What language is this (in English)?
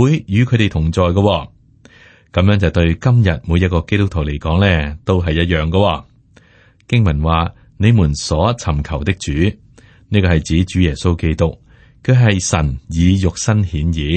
Cantonese